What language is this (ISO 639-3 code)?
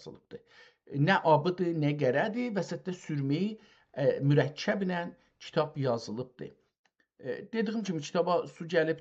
azb